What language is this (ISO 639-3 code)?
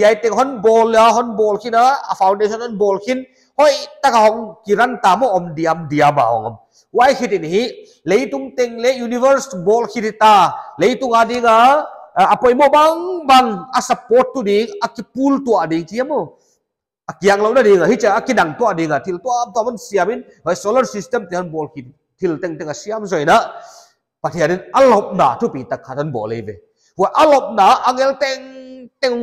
pck